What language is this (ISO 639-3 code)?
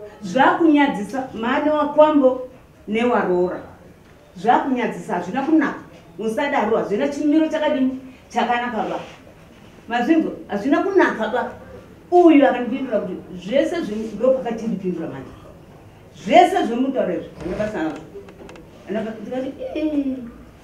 sna